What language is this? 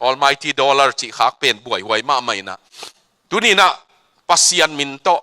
Tedim Chin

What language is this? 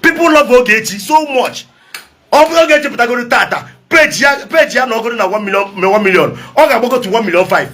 Igbo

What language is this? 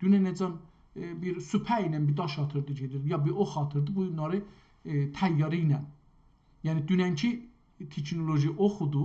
South Azerbaijani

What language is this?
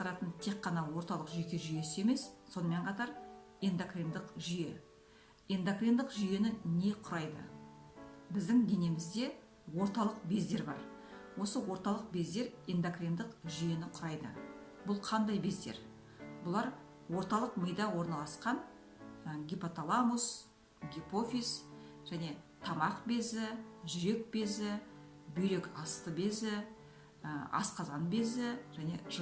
Kazakh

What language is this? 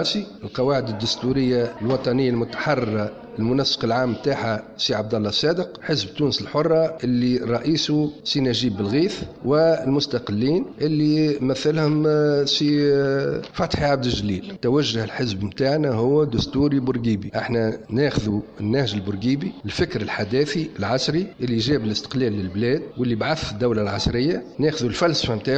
Tunisian Arabic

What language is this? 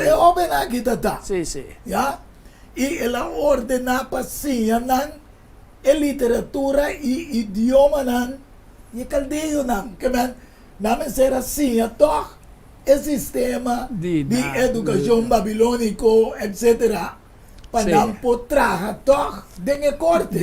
Papiamento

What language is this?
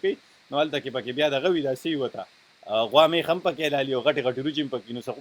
Pashto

